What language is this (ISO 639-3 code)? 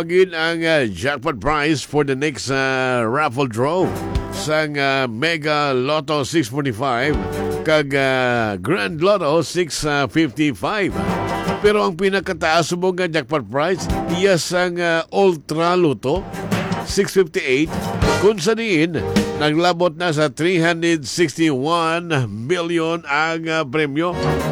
hil